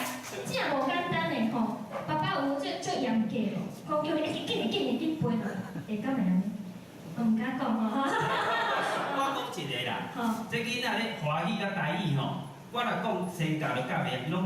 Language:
Min Nan Chinese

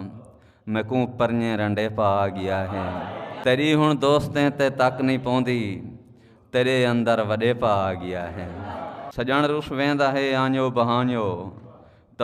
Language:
Saraiki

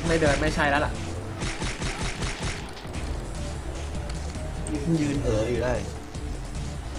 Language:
Thai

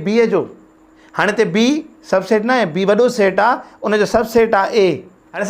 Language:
Sindhi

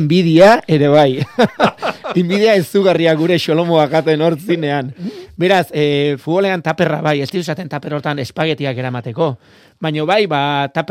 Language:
Basque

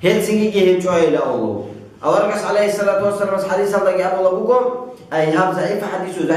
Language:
Avaric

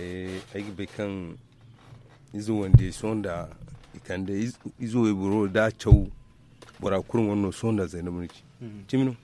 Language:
Zarma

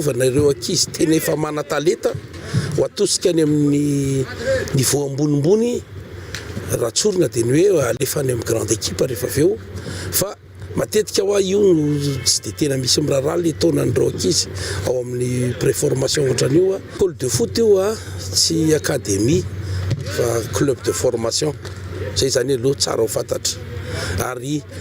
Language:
Malagasy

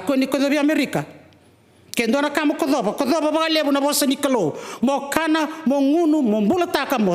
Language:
Fijian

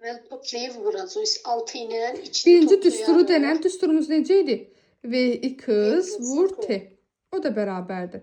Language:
Azerbaijani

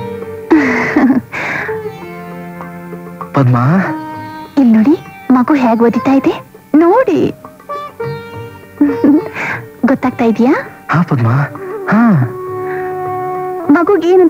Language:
Kannada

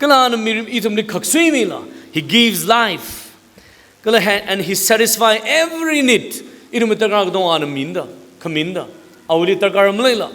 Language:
Tangkhul Naga (India)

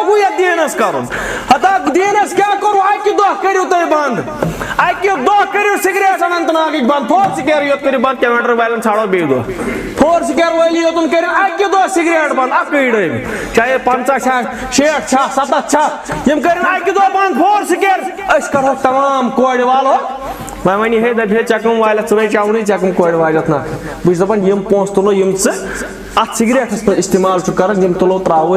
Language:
Kashmiri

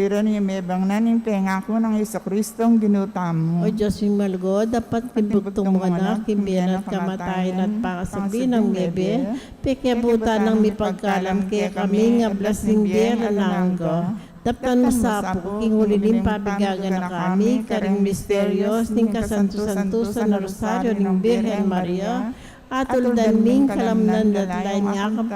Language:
Pampanga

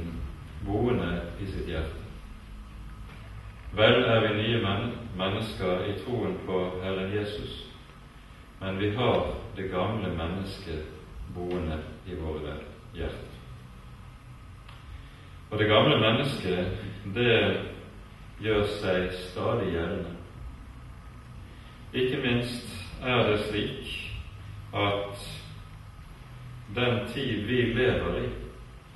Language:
Norwegian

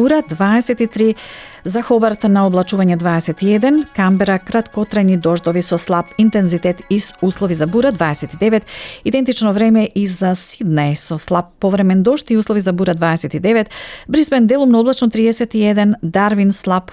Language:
Macedonian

